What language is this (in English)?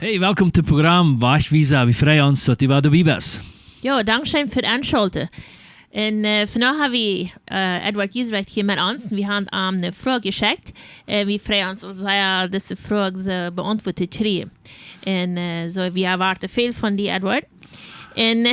Plautdietsch